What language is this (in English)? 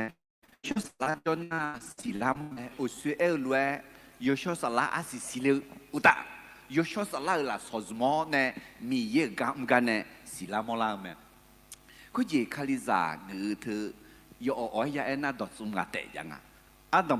Akha